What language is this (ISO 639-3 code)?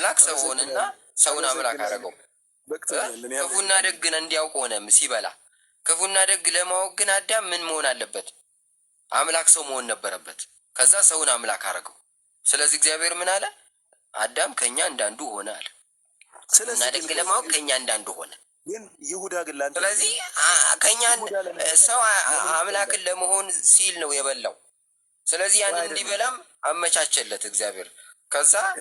amh